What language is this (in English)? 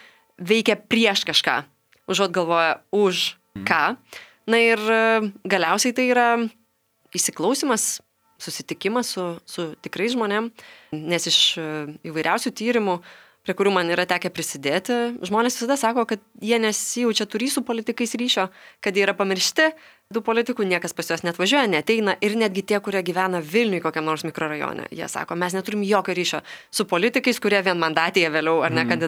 Lithuanian